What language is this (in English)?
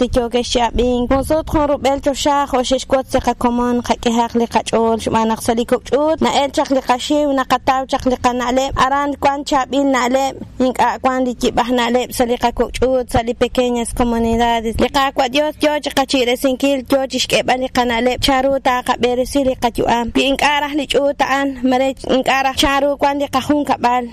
Kekchí